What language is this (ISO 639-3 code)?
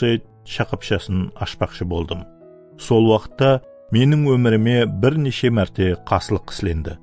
kaa